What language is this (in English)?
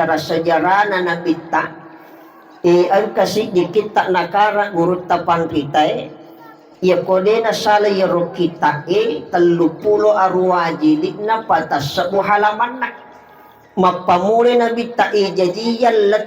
Buginese